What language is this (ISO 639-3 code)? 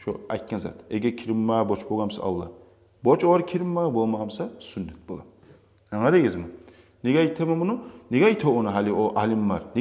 kum